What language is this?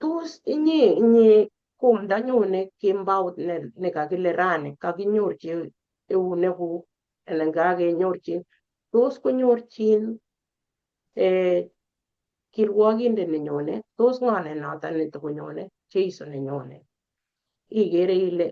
Kalenjin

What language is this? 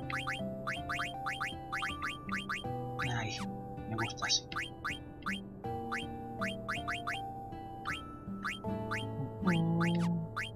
Spanish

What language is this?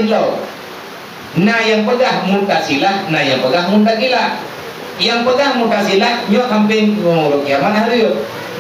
Achinese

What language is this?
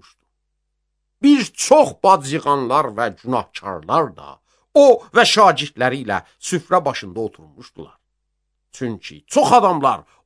Azerbaijani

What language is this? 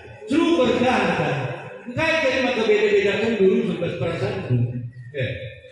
Batak Karo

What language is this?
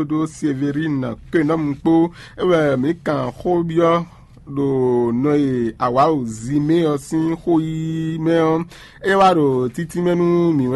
Fon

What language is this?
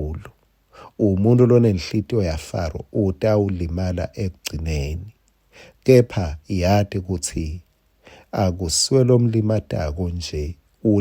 Swati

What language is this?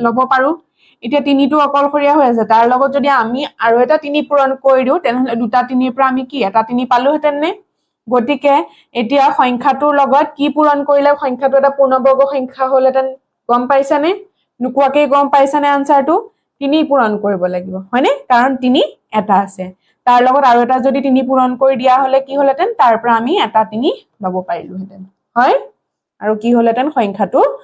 Assamese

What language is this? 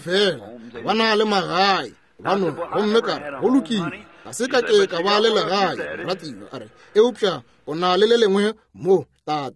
Northern Sotho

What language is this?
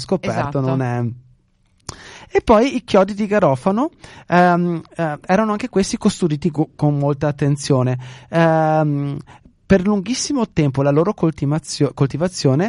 Italian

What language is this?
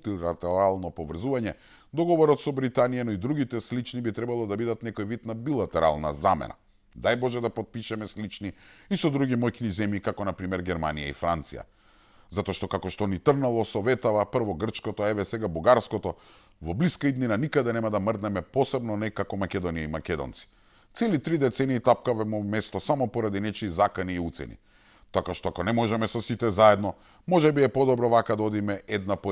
Macedonian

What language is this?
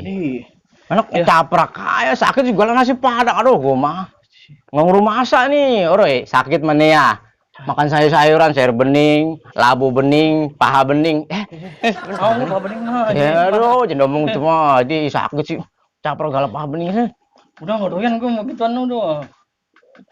Betawi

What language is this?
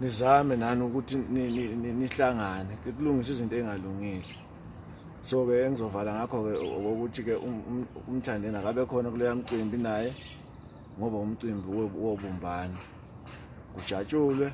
Zulu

